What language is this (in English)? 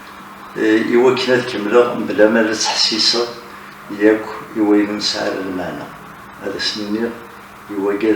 Kabyle